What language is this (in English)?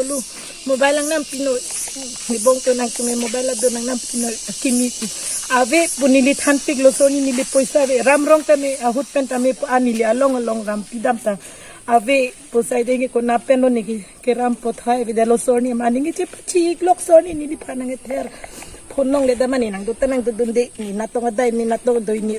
Karbi